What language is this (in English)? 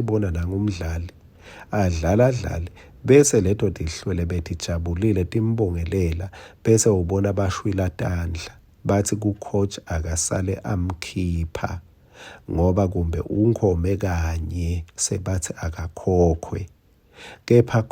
Swati